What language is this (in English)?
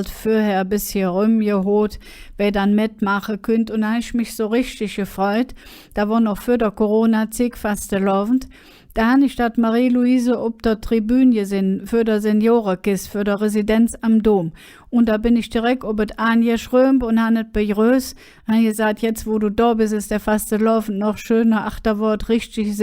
Colognian